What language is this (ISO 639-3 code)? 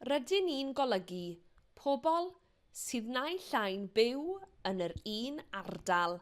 cym